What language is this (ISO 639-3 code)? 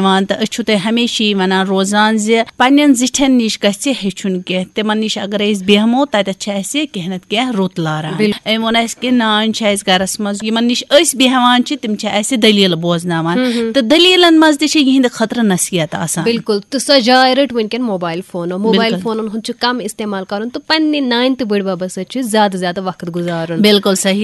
kas